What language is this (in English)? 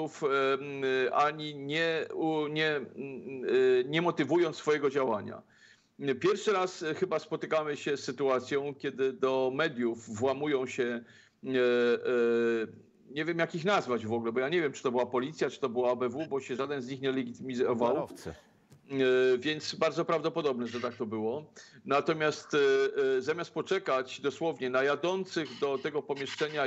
Polish